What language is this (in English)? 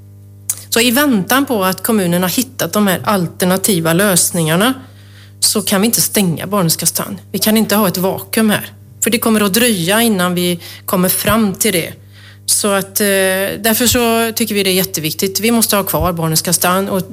Swedish